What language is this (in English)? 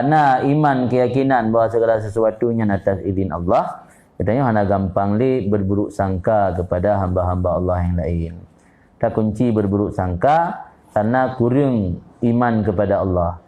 Achinese